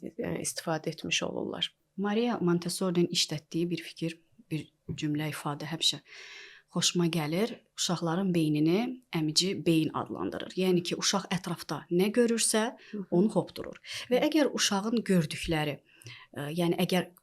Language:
Azerbaijani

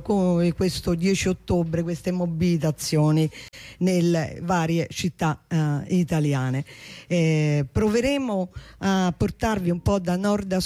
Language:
Italian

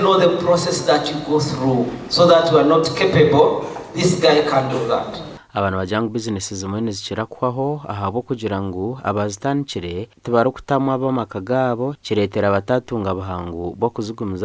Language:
Nyankole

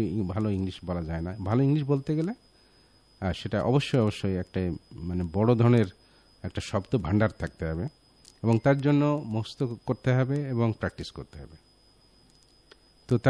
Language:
Bangla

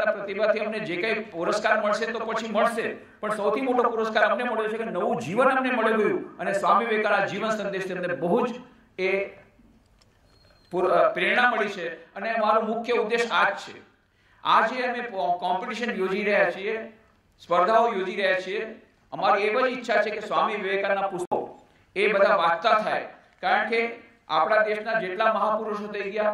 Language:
Gujarati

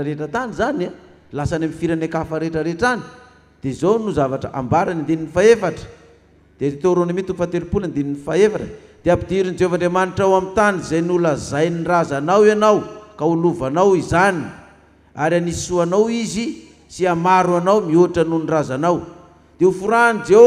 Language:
Malagasy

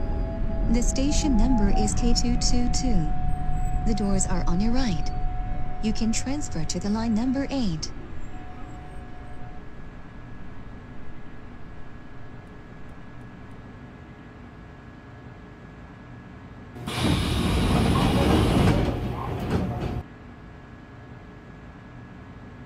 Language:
Korean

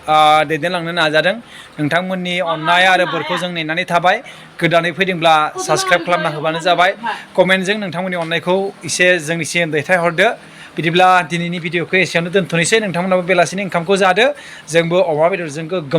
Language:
Bodo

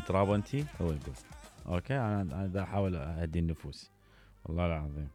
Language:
Mesopotamian Arabic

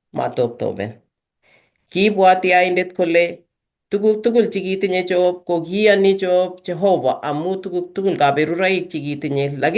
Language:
Kalenjin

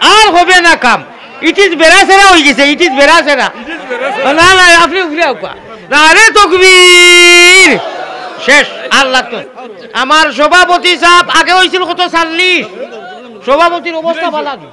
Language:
Sylheti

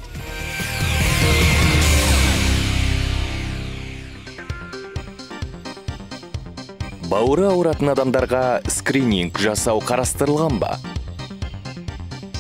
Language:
Kazakh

